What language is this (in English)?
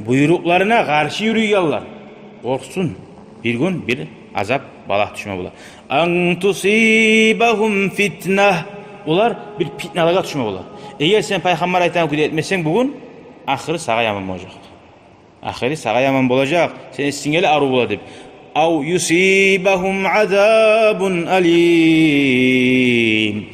Kumyk